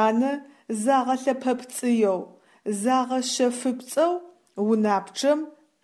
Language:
Adyghe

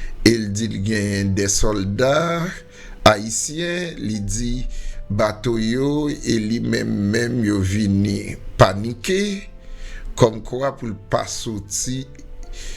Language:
Haitian Creole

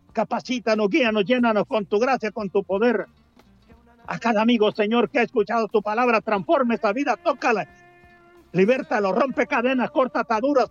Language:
Spanish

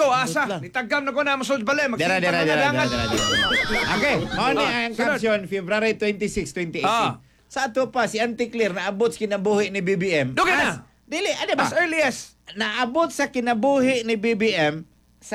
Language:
Cebuano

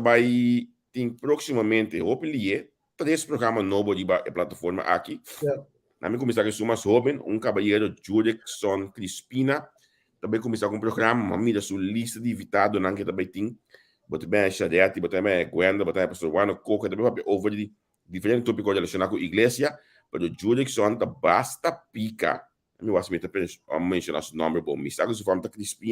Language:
Papiamento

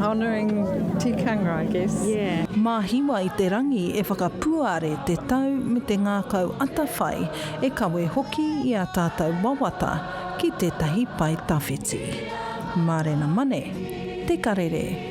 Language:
Māori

